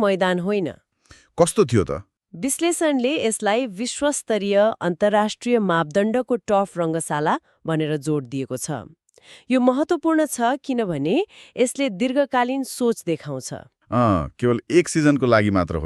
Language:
Nepali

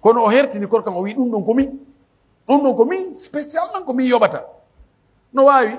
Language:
Pular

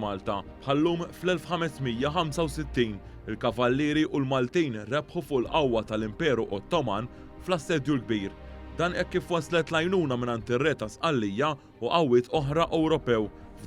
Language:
Maltese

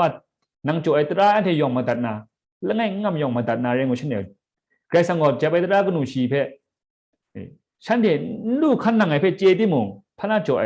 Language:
Kachin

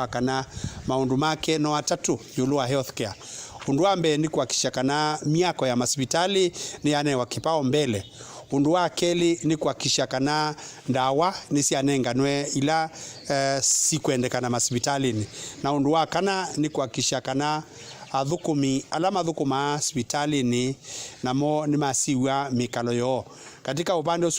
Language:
Kamba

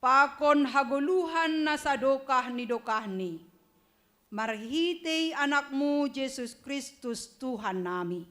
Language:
Batak Simalungun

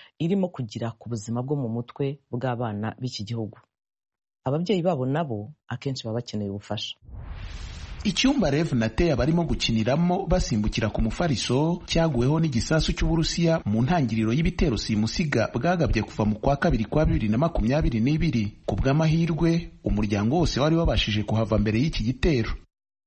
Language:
Kinyarwanda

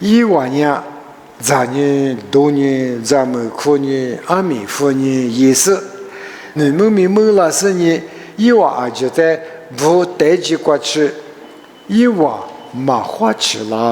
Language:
Lisu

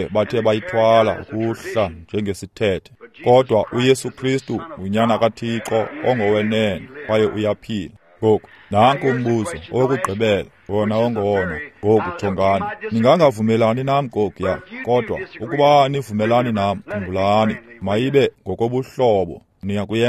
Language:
Xhosa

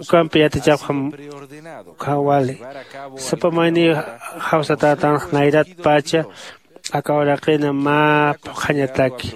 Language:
Aymara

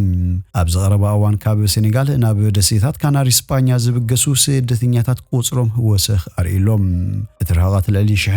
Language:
Tigrinya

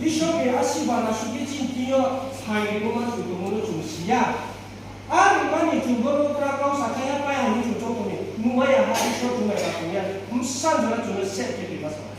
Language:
Riang (India)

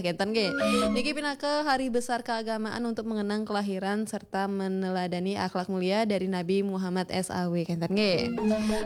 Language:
Balinese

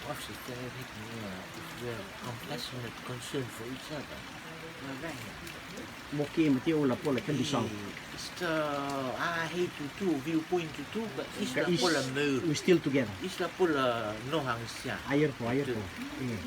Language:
Rotuman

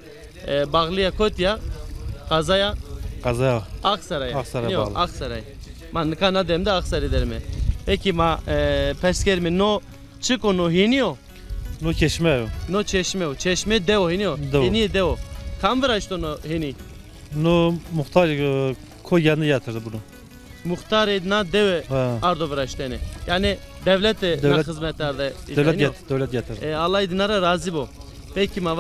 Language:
Zaza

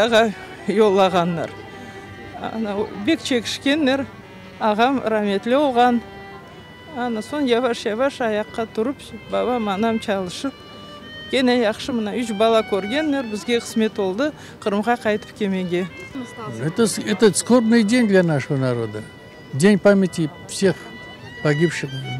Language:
Crimean Tatar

